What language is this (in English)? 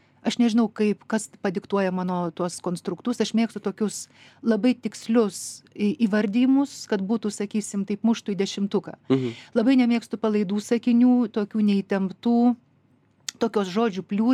Lithuanian